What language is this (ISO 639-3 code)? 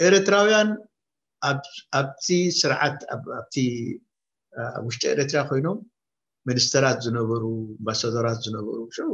tir